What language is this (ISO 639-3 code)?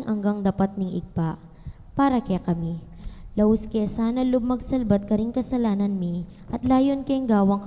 pam